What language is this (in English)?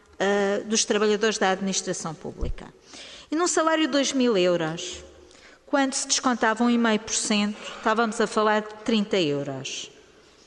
Portuguese